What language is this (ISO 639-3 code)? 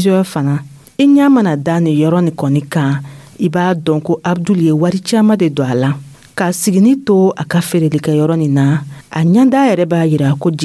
dyu